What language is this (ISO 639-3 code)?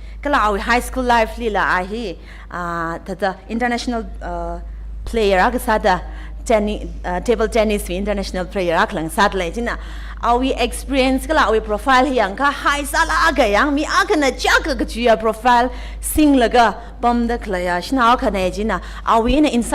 nmf